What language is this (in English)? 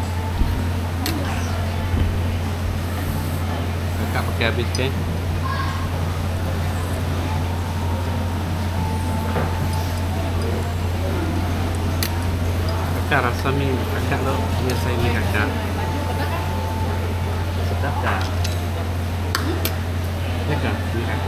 Malay